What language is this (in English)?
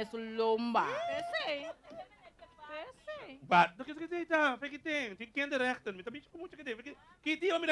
Papiamento